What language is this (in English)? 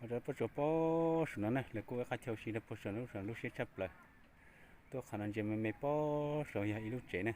Hmong